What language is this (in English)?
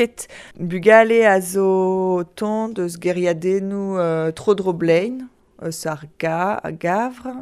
Breton